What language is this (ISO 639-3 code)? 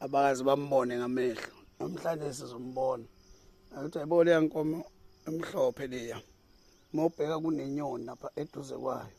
zul